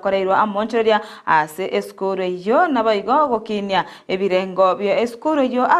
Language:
Gusii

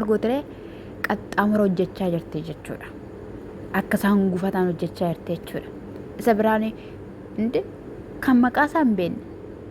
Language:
Oromo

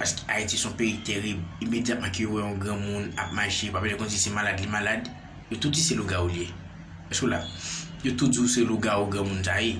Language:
Haitian Creole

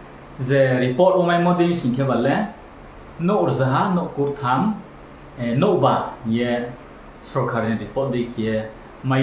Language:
Riang (India)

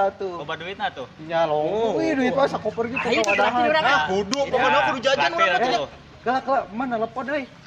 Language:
Sundanese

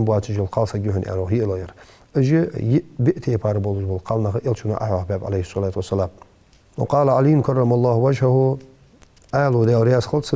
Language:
Ingush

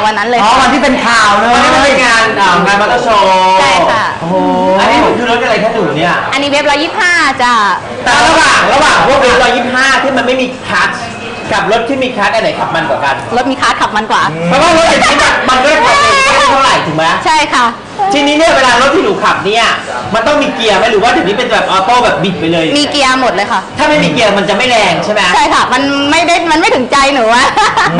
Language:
Thai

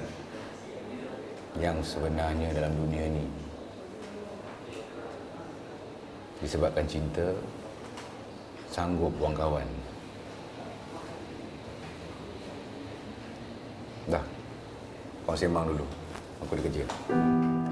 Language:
Malay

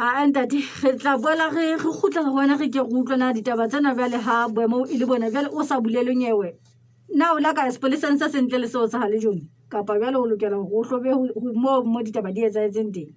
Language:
Southern Sotho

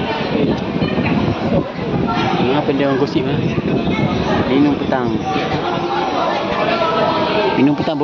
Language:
Malay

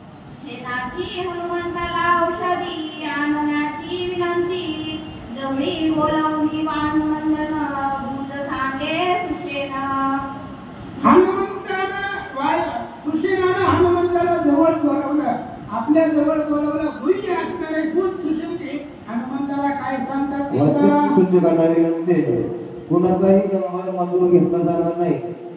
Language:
Marathi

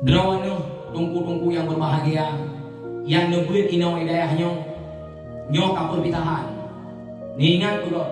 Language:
Achinese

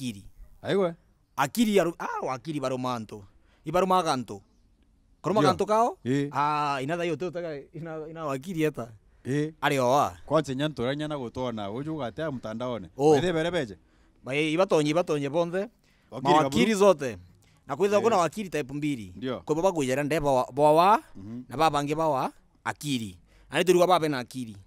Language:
Meru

